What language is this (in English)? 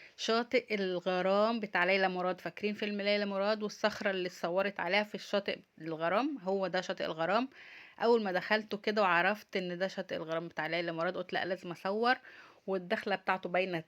Egyptian Arabic